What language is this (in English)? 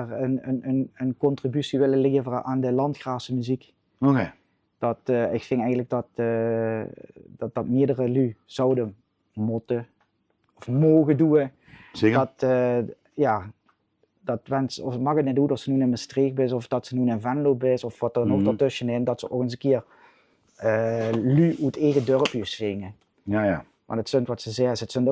Limburgish